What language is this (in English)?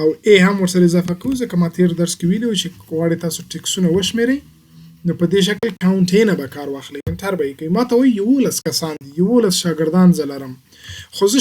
Pashto